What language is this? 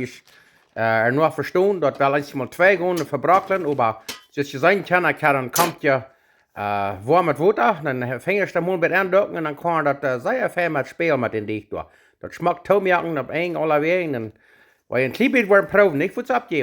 Plautdietsch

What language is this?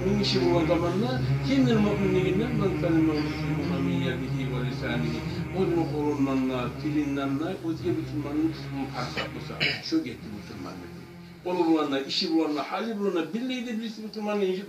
Kumyk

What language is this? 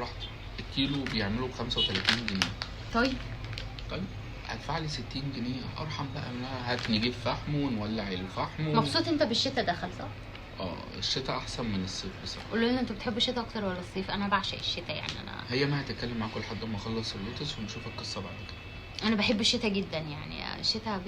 Egyptian Arabic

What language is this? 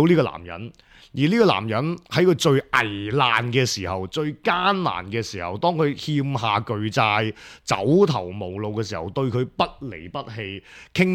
Cantonese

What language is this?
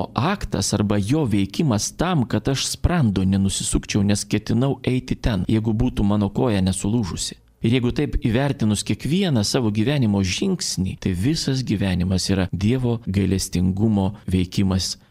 Lithuanian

